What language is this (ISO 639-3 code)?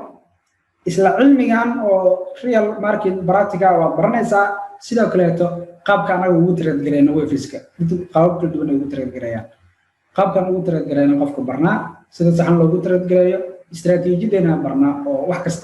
som